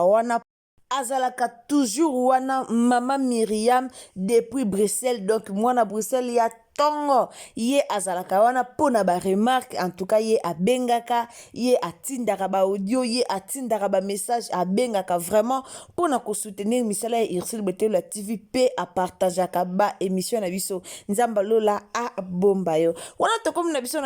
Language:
Lingala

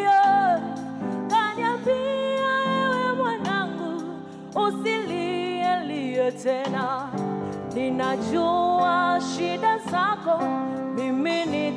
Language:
Swahili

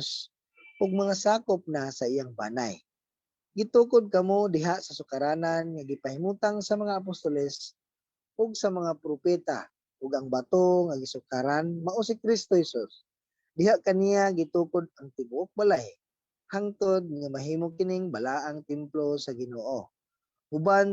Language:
Cebuano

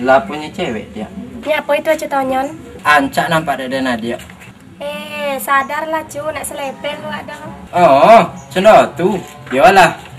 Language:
Minangkabau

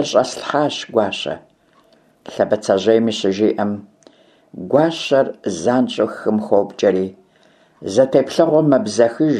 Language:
Kabardian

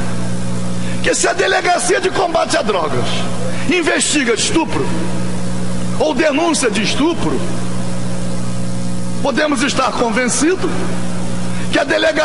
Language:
Portuguese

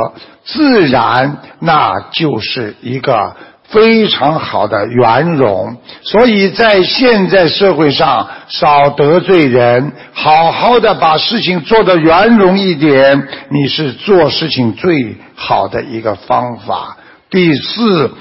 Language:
Chinese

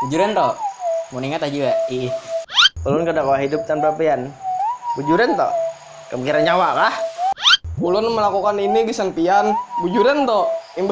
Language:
Banjar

